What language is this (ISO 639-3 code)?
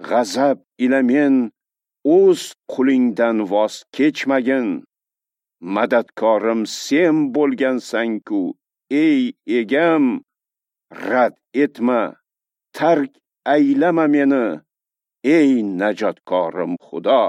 uzb